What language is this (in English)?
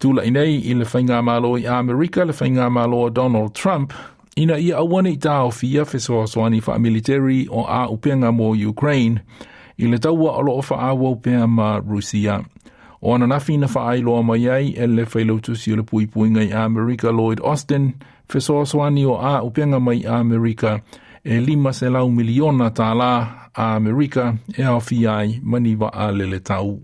Samoan